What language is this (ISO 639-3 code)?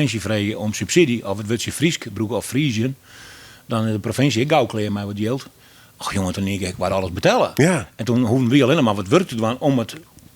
fry